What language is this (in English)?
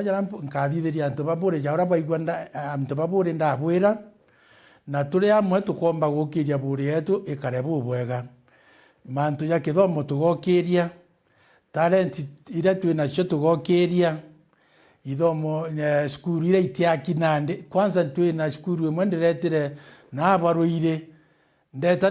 Meru